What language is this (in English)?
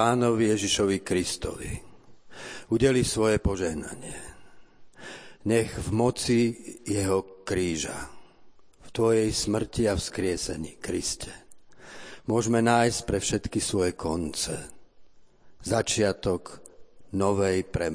Slovak